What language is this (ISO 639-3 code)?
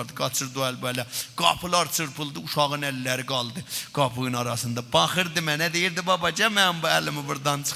azb